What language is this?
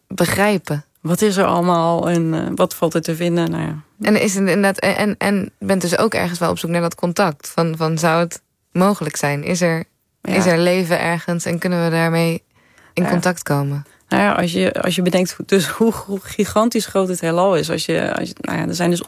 Dutch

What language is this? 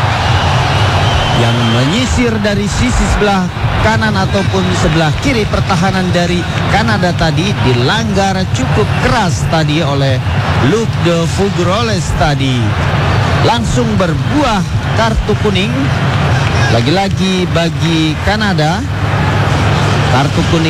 Indonesian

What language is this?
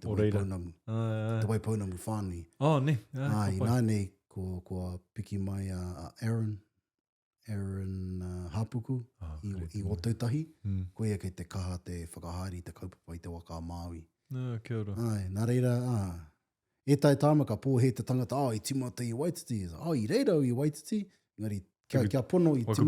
Māori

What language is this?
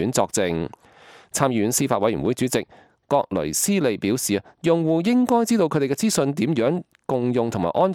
Cantonese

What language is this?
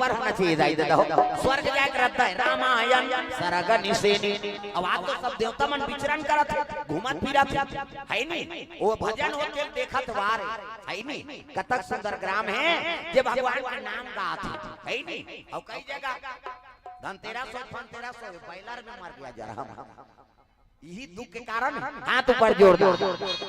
Chhattisgarhi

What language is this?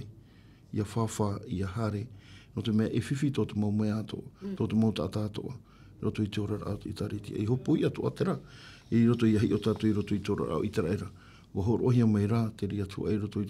Tahitian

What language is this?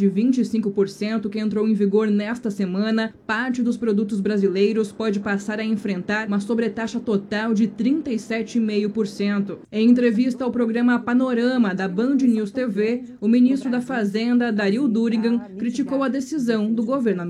Portuguese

